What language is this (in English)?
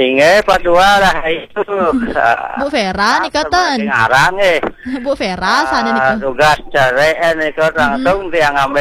Balinese